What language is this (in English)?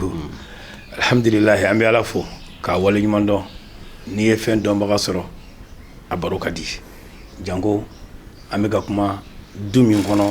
Bambara